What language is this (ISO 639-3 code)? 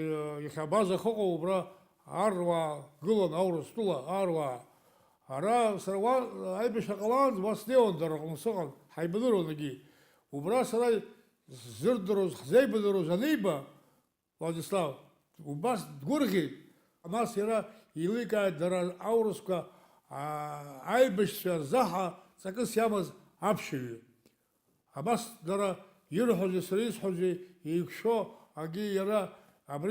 abk